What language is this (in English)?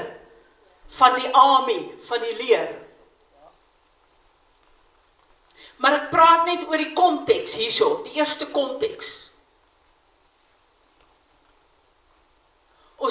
Afrikaans